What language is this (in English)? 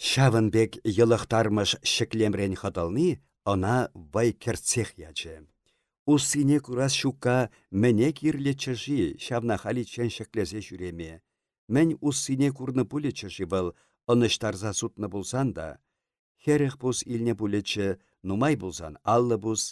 Chuvash